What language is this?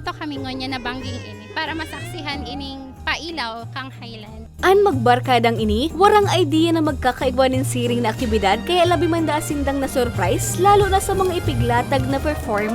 Bikol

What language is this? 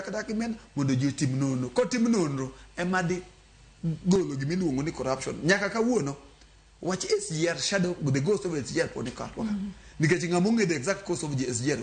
Luo (Kenya and Tanzania)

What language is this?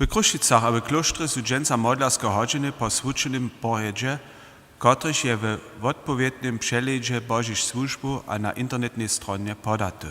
Upper Sorbian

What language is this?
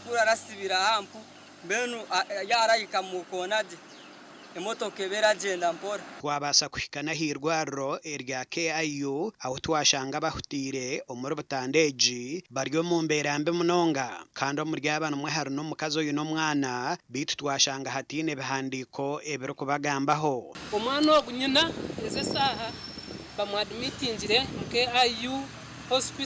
Nyankole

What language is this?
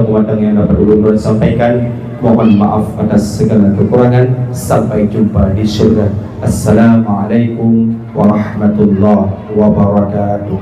Achinese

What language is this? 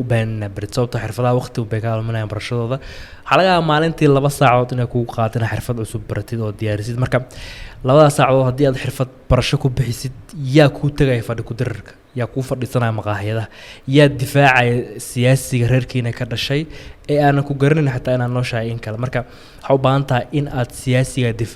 Somali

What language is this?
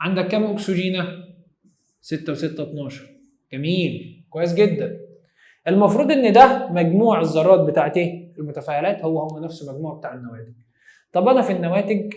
Egyptian Arabic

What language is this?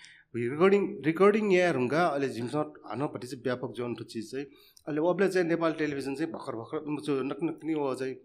Newari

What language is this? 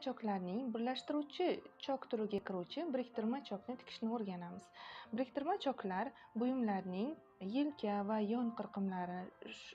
Uzbek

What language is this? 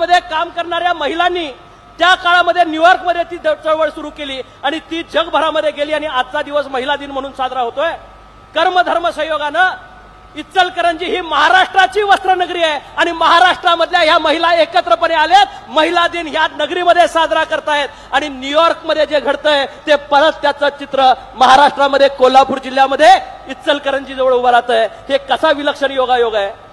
Marathi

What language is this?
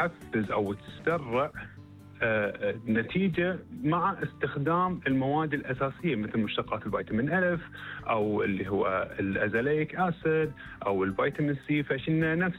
Gulf Arabic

